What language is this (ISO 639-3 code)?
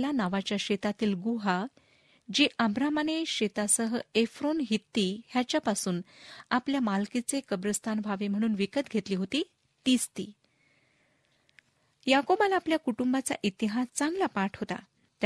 mar